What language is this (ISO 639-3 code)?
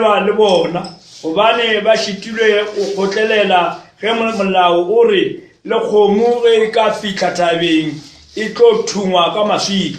nso